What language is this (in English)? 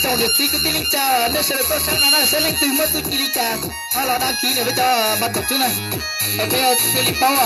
Hmong